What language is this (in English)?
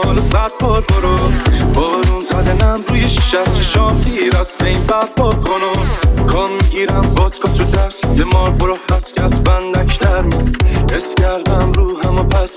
Persian